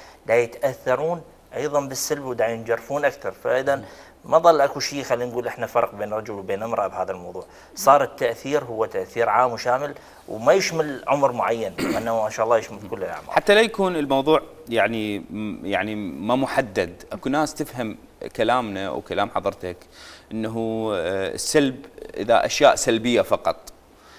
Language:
Mesopotamian Arabic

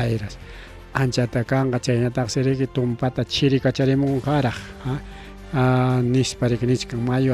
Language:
Ayacucho Quechua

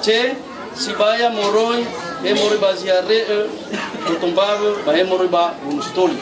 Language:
Nias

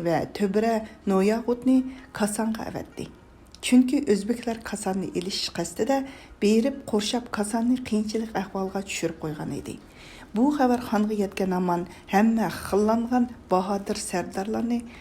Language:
Uyghur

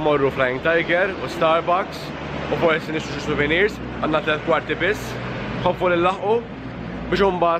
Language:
Maltese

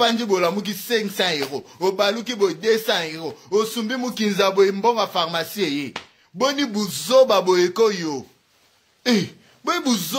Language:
Lingala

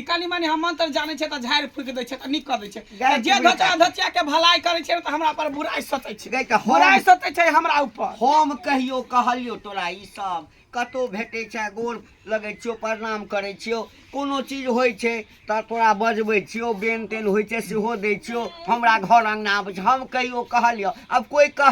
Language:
Maithili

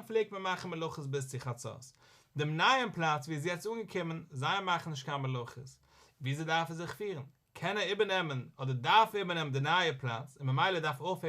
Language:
Yiddish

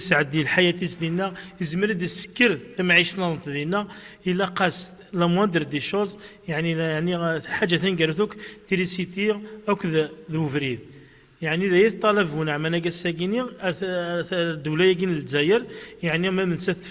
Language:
Kabyle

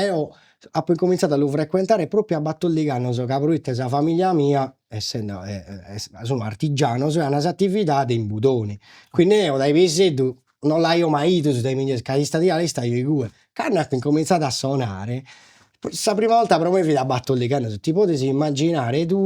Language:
Sardinian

